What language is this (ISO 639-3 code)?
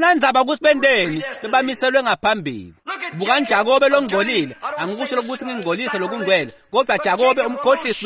ssw